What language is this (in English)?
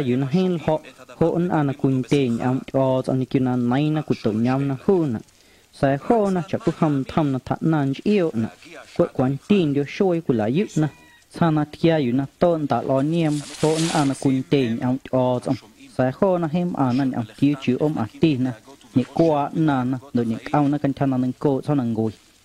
Guerrero Amuzgo